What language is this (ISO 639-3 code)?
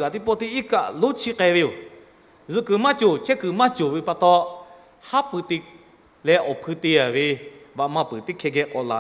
lhu